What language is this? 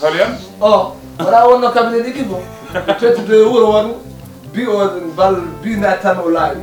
Fula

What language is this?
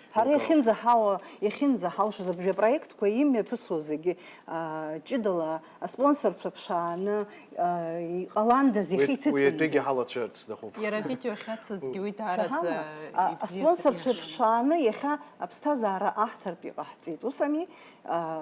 Abkhazian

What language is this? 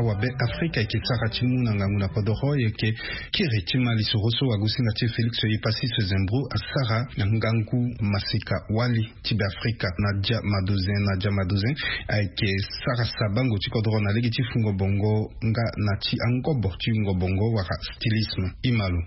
Sango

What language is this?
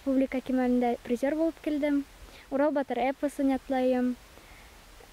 Bashkir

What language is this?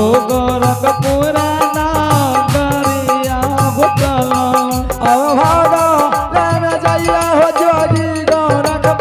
Angika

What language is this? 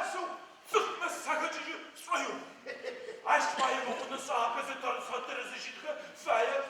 Adyghe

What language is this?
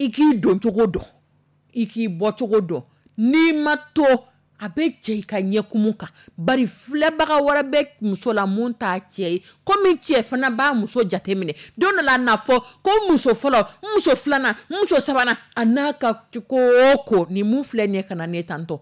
Dyula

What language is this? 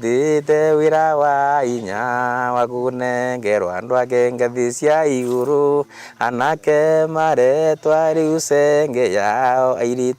Kamba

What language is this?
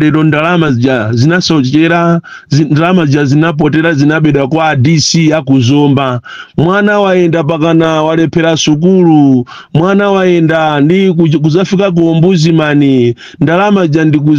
Nyanja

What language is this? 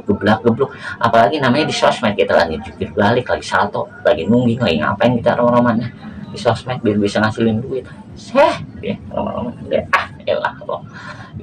Betawi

